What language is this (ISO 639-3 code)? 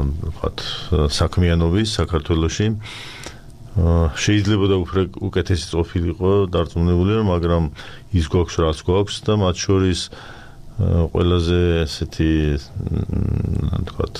kat